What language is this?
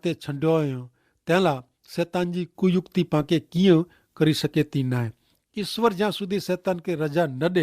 Kachhi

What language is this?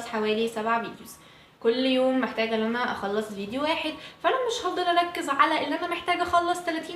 Egyptian Arabic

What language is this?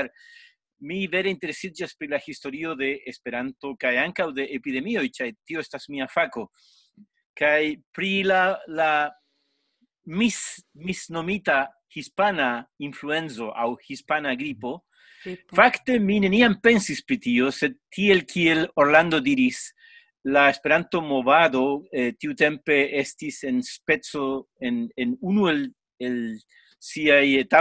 Esperanto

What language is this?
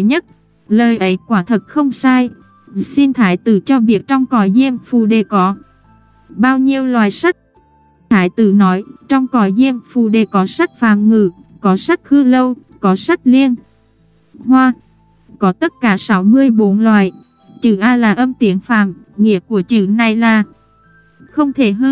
Vietnamese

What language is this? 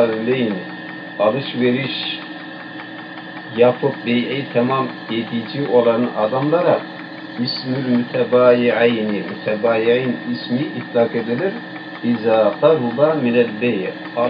Turkish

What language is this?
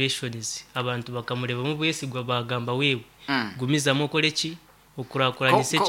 Nyankole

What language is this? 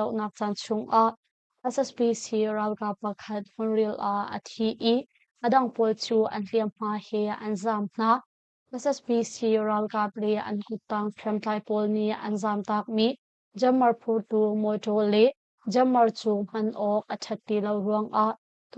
Hakha Chin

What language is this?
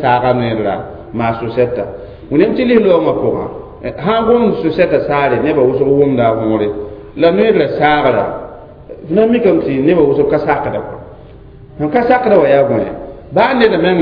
Mossi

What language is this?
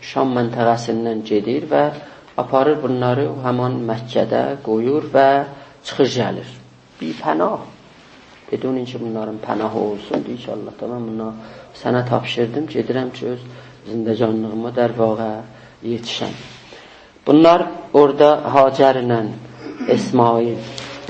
South Azerbaijani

